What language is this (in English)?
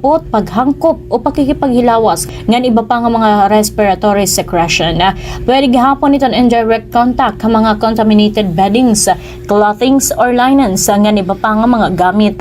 Waray